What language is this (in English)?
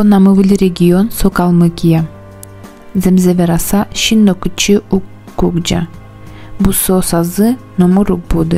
Udmurt